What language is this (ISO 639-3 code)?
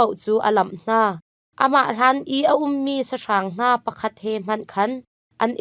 cnh